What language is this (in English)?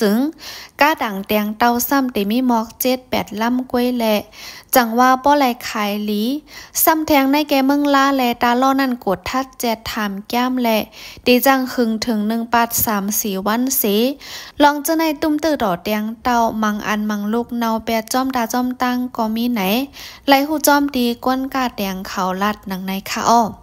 Shan